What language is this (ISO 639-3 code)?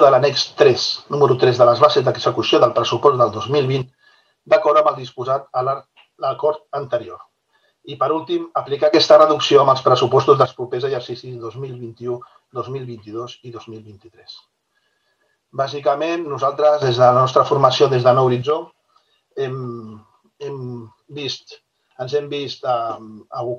cat